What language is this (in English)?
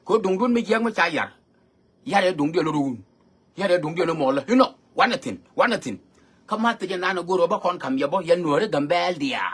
Nuer